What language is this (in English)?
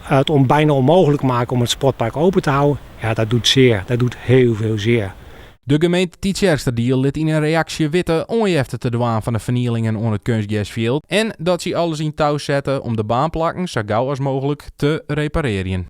Western Frisian